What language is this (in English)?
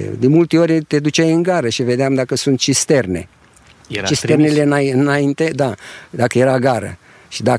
Romanian